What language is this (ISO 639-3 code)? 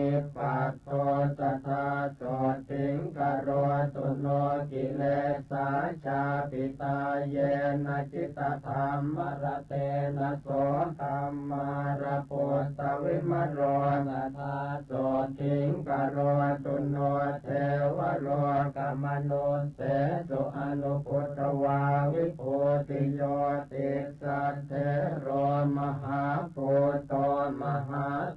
pli